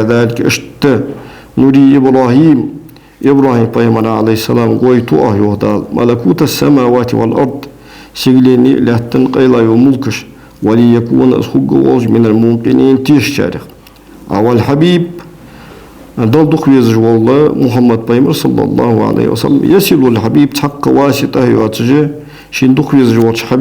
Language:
Ingush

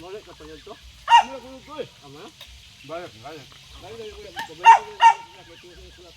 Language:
Cebuano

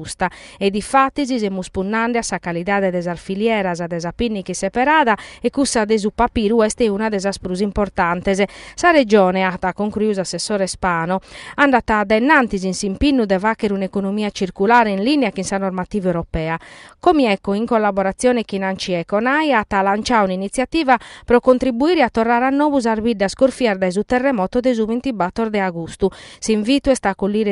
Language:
Sardinian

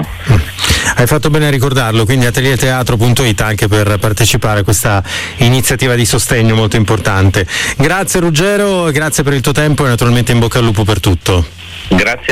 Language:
Italian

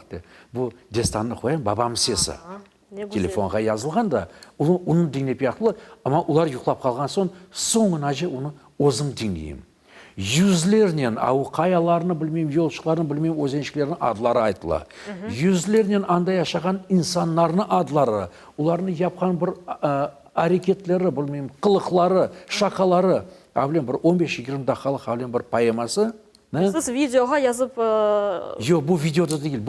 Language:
Crimean Tatar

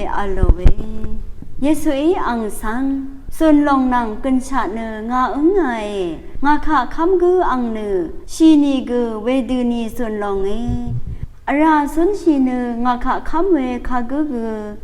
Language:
Rawang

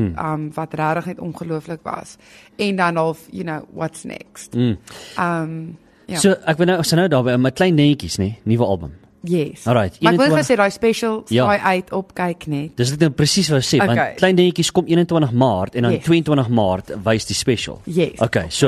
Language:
Afrikaans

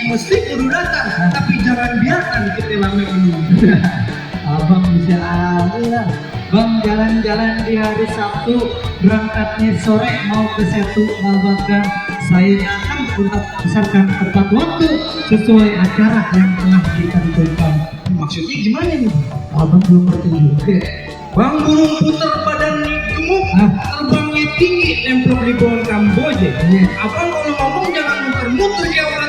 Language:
Betawi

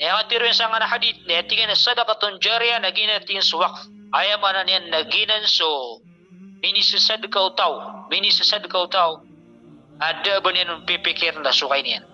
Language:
Maranao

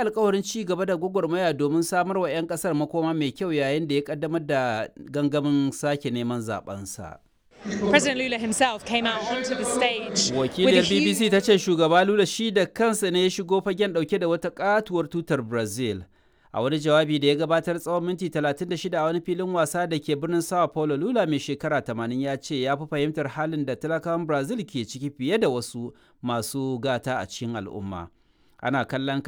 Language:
Hausa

